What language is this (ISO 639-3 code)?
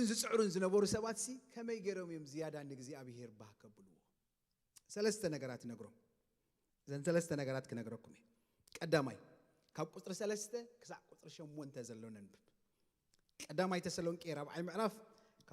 tir